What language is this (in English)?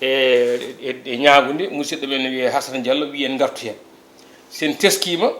Fula